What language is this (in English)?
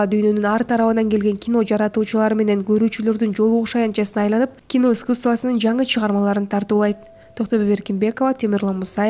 Kyrgyz